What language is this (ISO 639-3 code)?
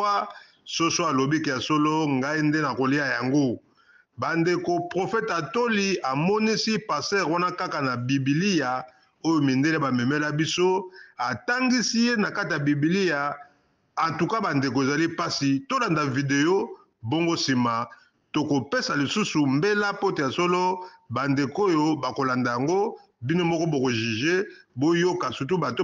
lin